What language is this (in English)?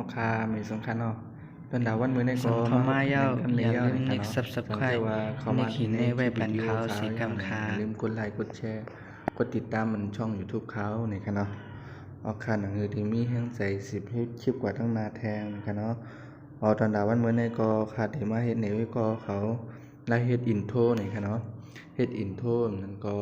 Shan